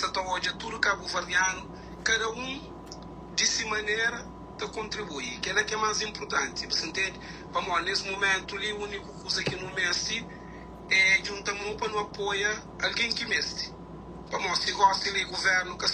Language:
Kabuverdianu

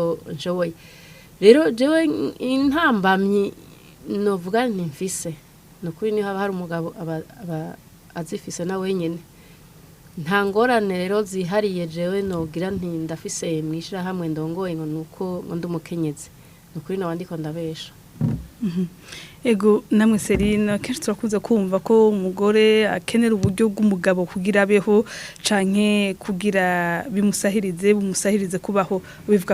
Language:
Rundi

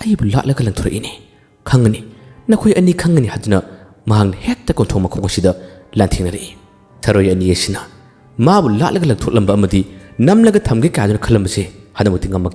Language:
Manipuri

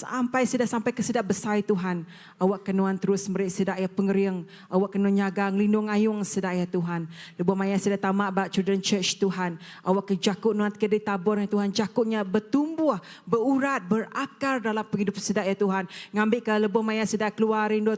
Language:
Iban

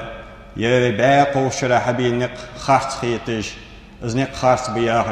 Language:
Ingush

